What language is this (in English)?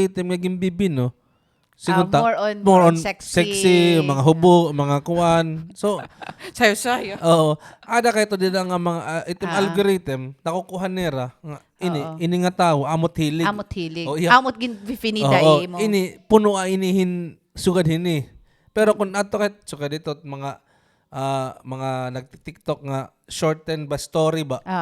Waray